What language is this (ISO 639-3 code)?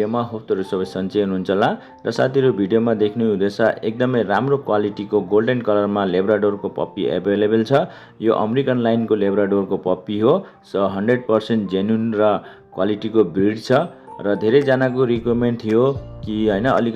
nep